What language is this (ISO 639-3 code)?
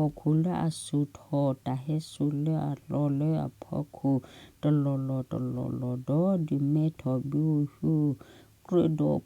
ksw